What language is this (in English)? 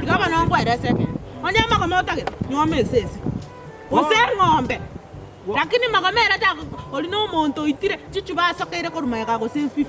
Gusii